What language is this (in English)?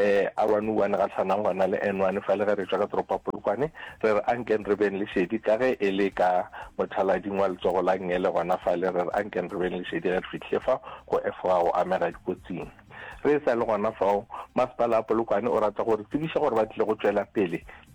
Northern Sotho